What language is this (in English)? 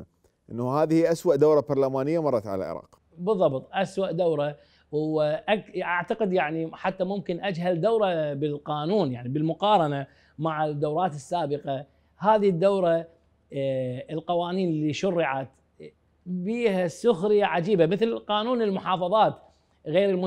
Mesopotamian Arabic